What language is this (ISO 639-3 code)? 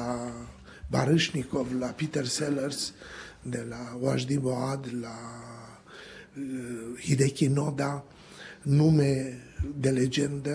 ron